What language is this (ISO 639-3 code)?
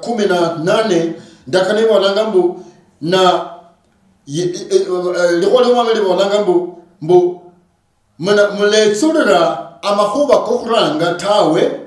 luy